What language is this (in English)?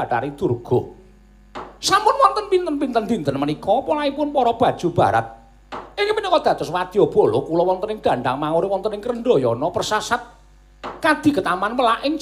Javanese